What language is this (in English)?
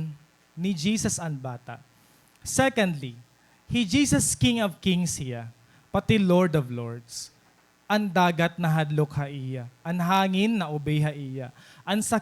Waray